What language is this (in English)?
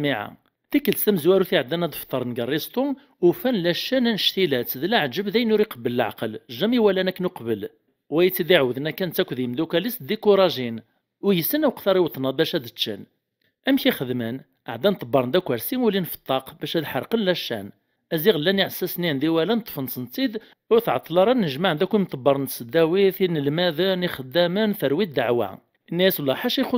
Kabyle